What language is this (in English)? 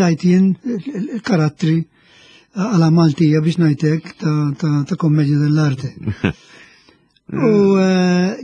Maltese